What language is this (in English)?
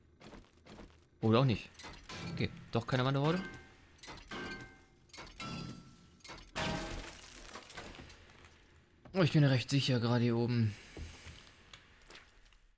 German